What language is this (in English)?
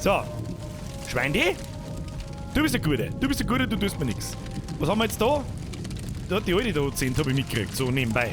Bavarian